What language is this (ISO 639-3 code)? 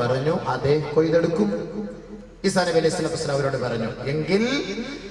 mal